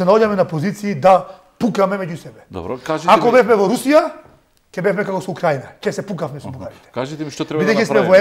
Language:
Macedonian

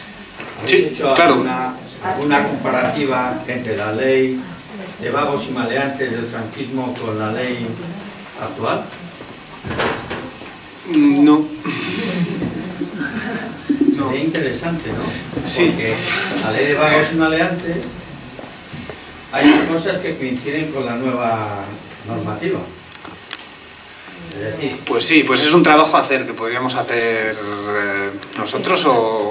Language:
Spanish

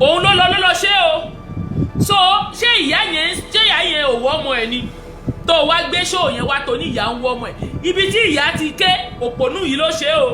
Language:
Yoruba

